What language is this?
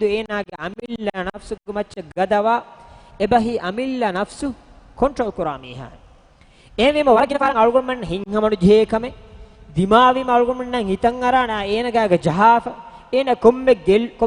Divehi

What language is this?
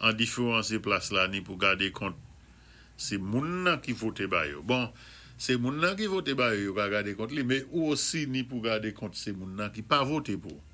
Saint Lucian Creole French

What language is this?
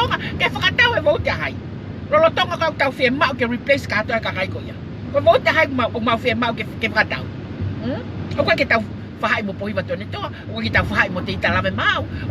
Tongan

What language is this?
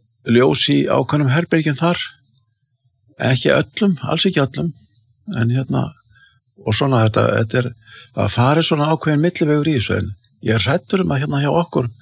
Icelandic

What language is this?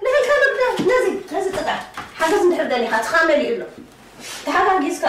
Tigrinya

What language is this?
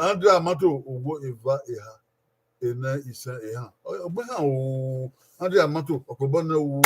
Bini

